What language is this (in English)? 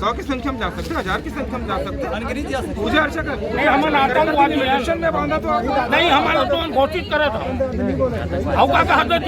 Chhattisgarhi